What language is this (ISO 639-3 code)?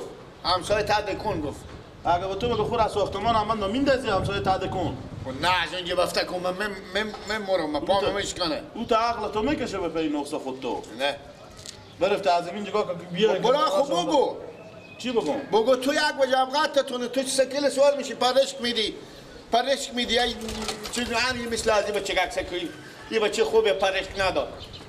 fas